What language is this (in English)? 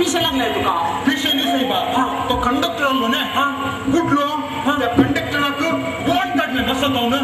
Konkani